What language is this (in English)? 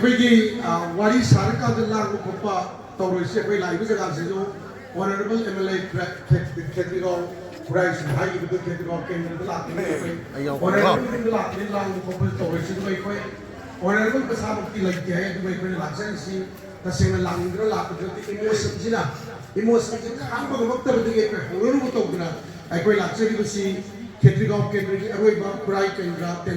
Manipuri